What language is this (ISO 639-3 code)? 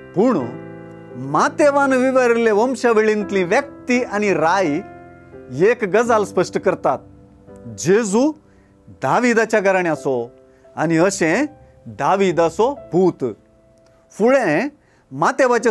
kok